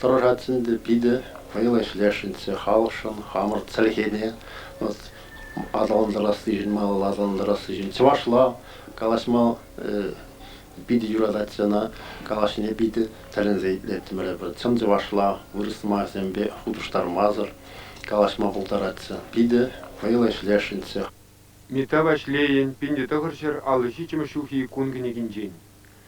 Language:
Chuvash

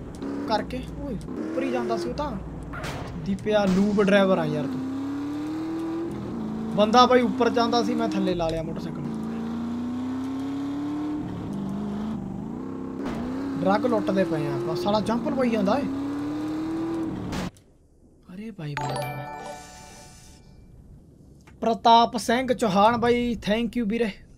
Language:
Punjabi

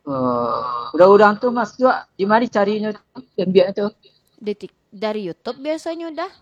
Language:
Minangkabau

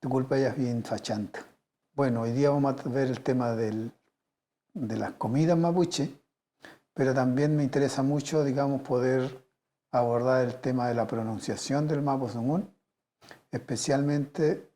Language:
Mapuche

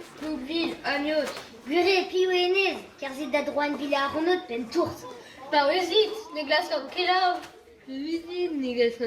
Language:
Breton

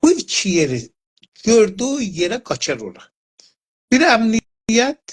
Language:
South Azerbaijani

